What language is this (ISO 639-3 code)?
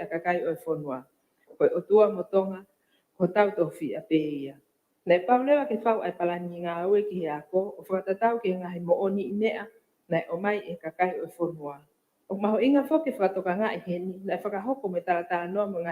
ton